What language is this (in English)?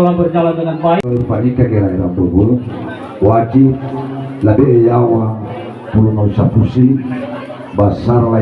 Nias